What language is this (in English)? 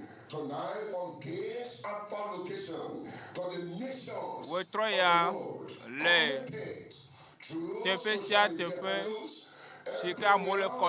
Ewe